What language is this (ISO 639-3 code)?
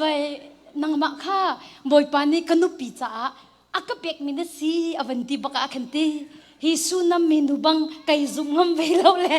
cnh